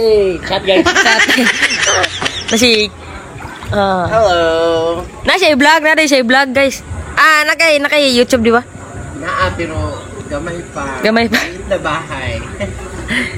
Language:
Cebuano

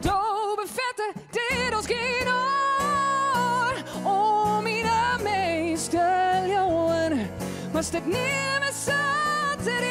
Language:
Western Frisian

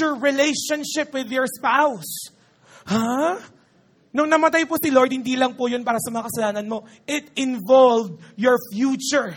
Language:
Filipino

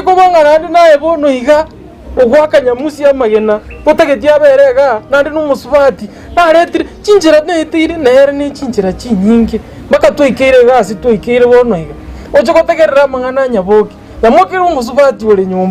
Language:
Gusii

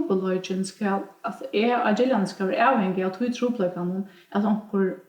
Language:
Faroese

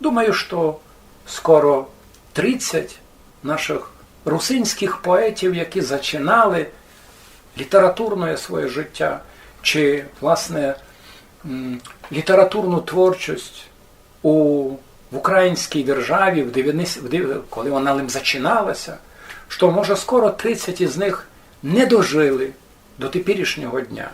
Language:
Rusyn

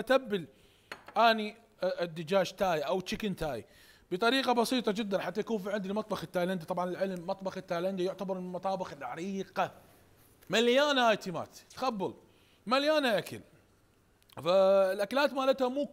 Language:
Mesopotamian Arabic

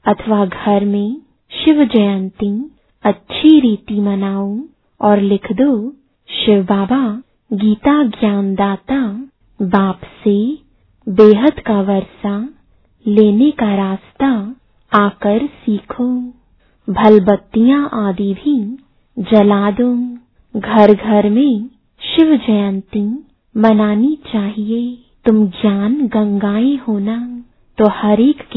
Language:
Hindi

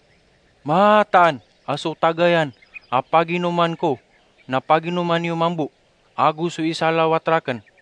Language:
Maranao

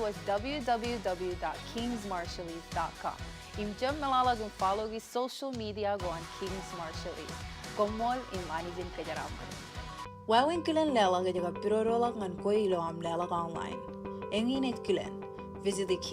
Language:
Marshallese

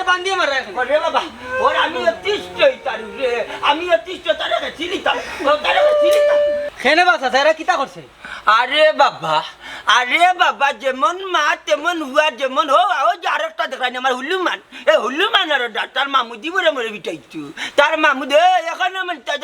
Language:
Sylheti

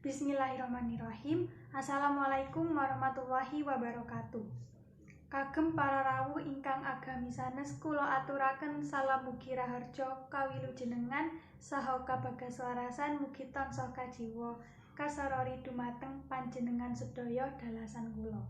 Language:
Javanese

